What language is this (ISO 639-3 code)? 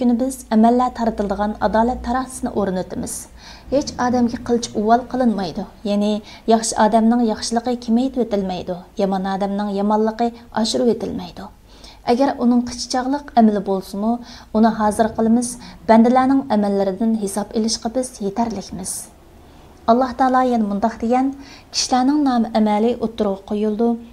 uig